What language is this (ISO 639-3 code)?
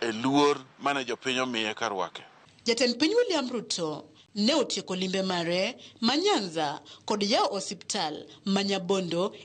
luo